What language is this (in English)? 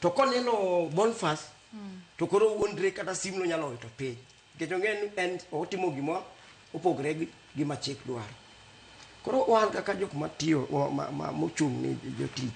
Luo (Kenya and Tanzania)